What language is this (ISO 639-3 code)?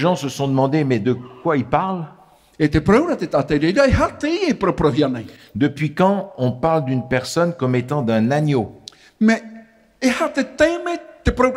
tah